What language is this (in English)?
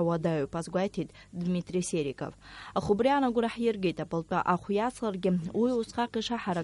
Abkhazian